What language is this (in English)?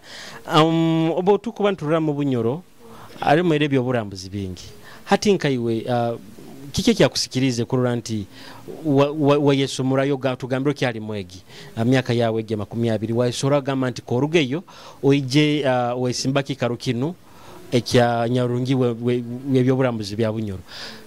Nyoro